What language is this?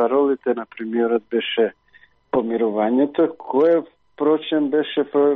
Macedonian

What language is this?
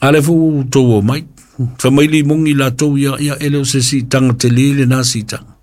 Samoan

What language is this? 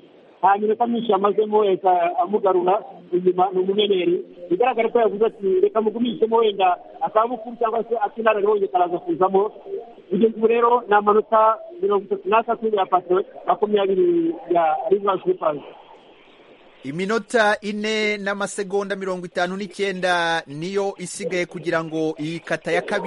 Kinyarwanda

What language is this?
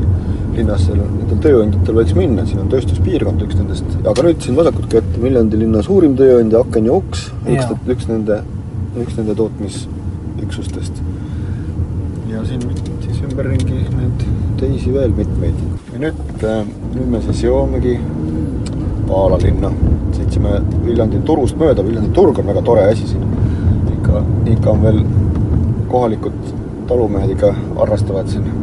Estonian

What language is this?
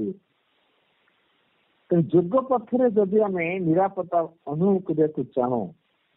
Odia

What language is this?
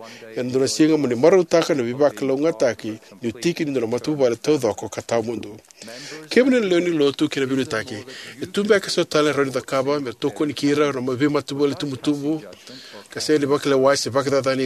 Fijian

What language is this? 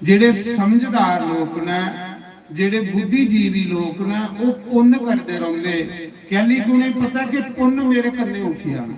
Dogri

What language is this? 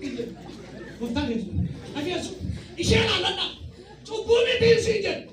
Oromo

